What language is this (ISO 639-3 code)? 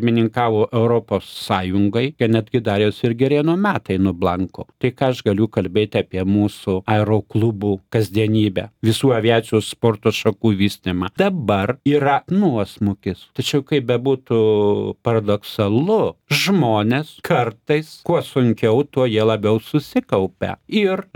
lit